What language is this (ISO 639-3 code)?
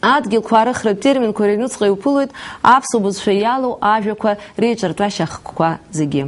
abk